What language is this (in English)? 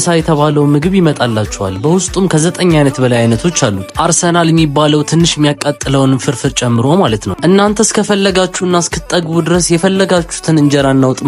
Amharic